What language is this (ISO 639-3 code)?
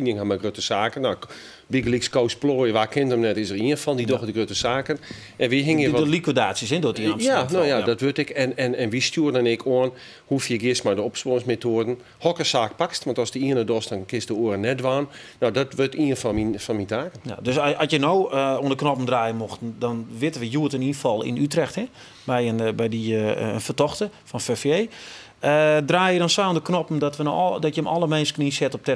fry